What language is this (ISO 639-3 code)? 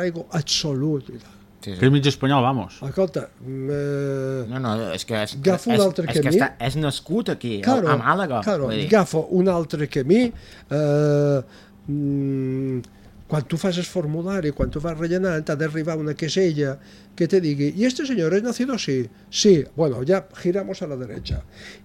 cat